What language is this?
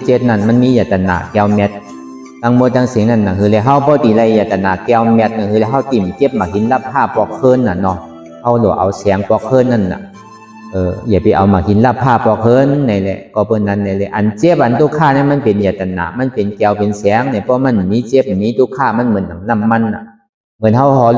Shan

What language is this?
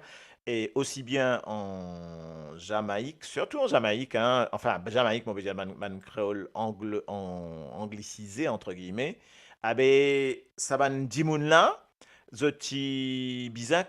Morisyen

